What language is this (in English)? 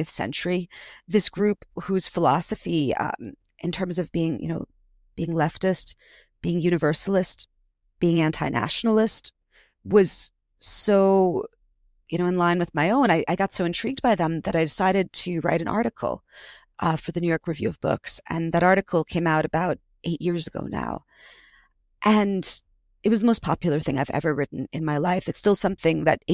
English